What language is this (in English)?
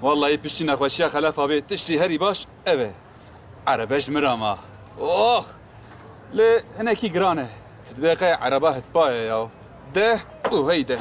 Kurdish